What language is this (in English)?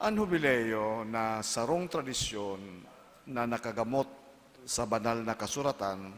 Bikol